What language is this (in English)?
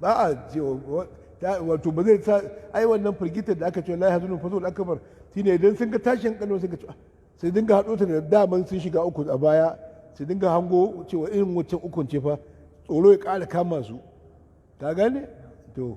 Hausa